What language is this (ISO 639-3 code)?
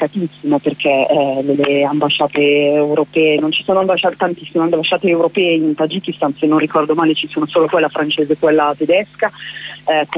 ita